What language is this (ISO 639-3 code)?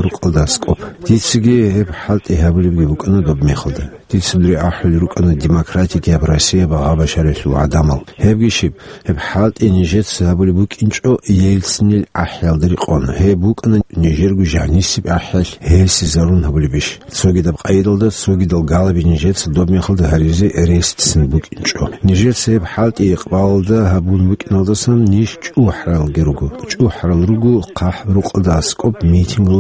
ava